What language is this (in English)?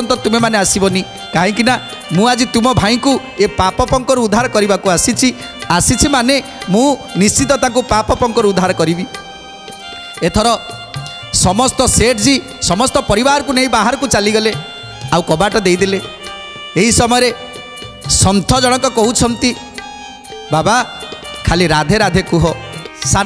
Odia